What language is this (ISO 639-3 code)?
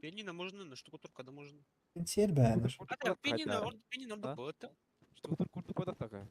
sah